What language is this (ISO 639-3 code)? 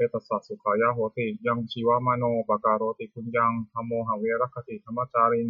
pli